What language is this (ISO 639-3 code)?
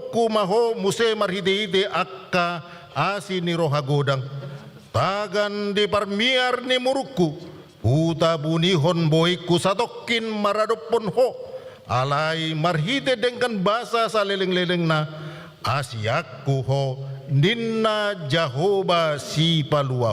bbc